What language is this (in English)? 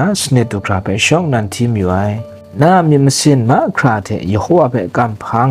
Kachin